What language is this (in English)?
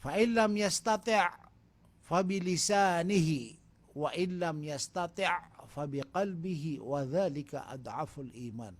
Maranao